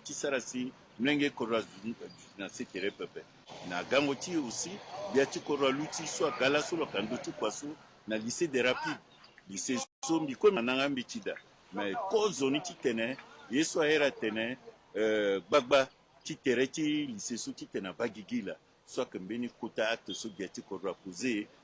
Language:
Sango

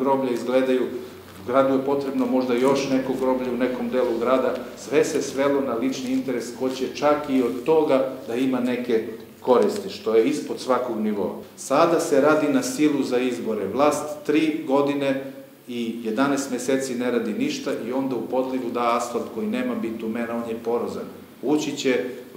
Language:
Serbian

